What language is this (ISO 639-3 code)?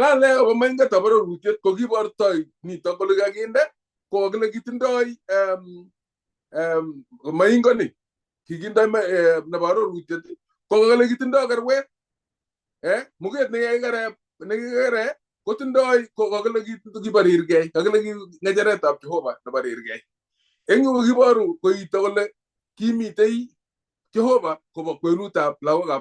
kln